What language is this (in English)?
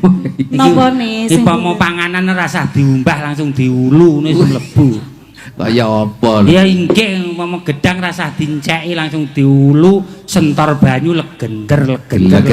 Javanese